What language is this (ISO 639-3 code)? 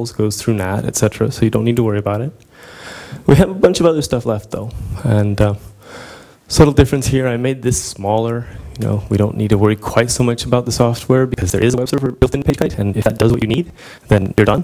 eng